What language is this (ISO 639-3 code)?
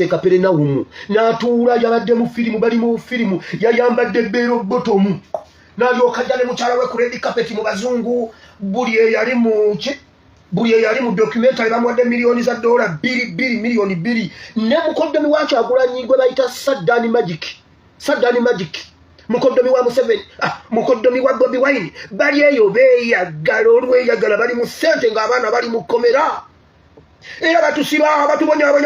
lug